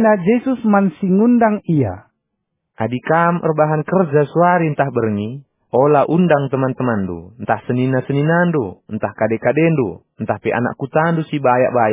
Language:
Batak Karo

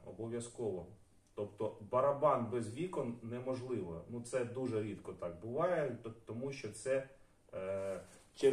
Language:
Ukrainian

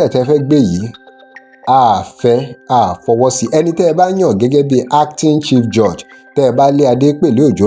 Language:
Yoruba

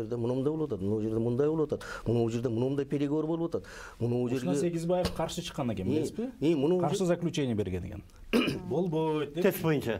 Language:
Kyrgyz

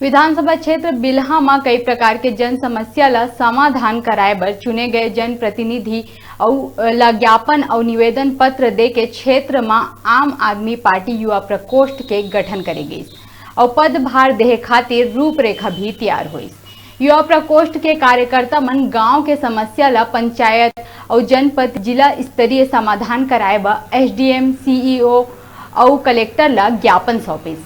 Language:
Chhattisgarhi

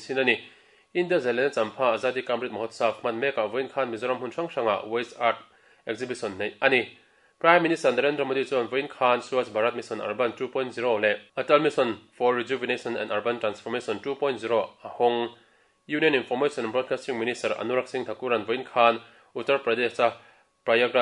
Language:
Mizo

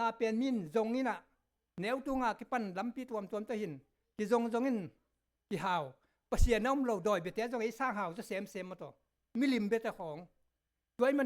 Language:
Tedim Chin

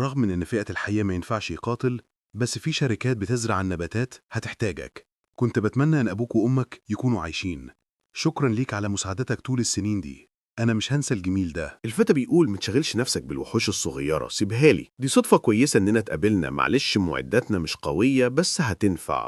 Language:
Egyptian Arabic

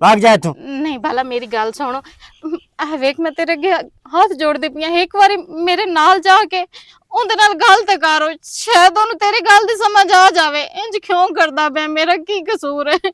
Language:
Western Panjabi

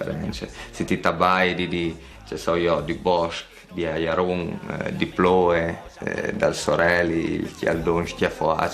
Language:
Friulian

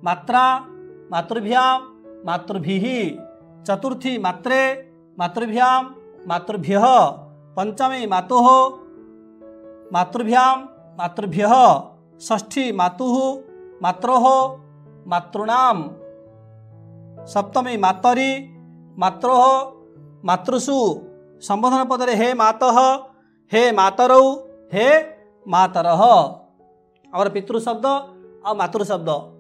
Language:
Odia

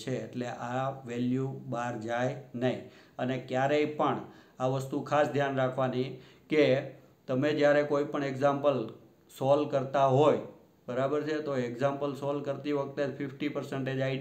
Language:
Gujarati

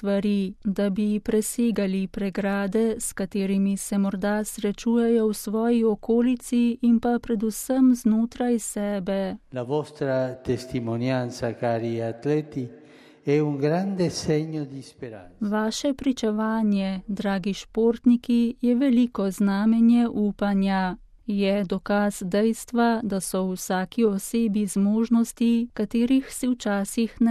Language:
Slovenian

